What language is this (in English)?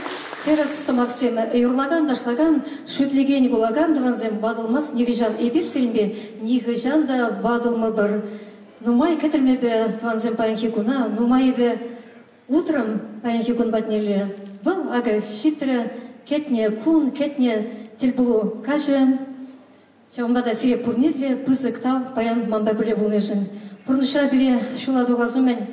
Chuvash